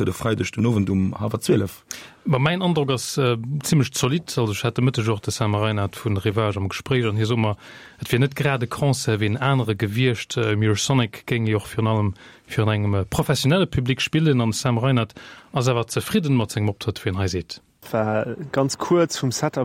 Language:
Luxembourgish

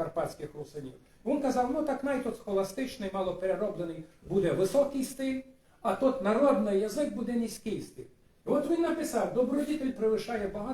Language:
Rusyn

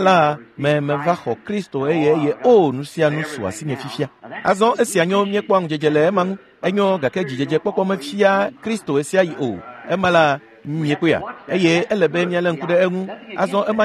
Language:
Ewe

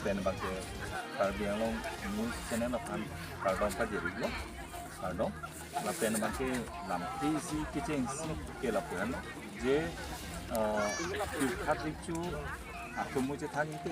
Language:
Karbi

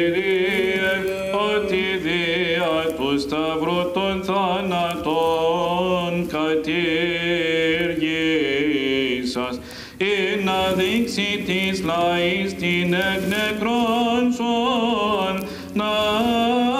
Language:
Greek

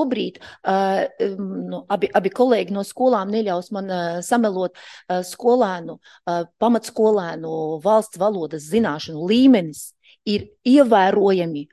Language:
Latvian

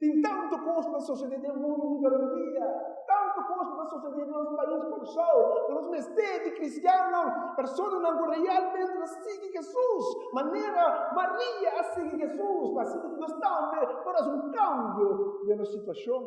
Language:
Papiamento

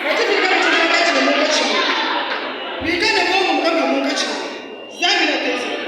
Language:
Luba-Lulua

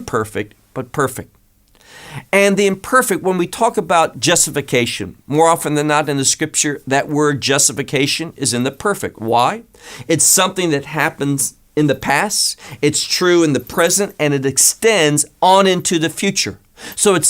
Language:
English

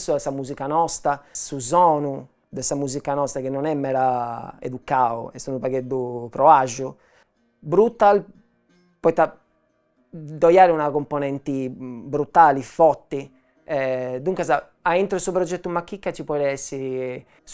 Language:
Sardinian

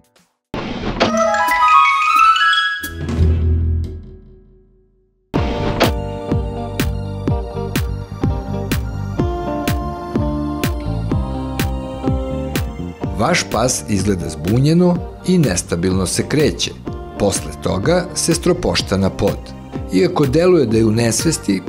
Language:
Serbian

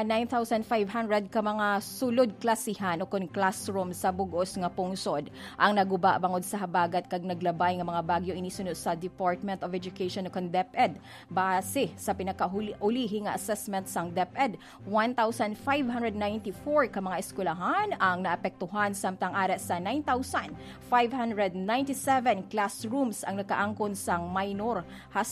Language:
Hiligaynon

